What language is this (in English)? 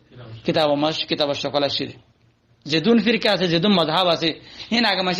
Rohingya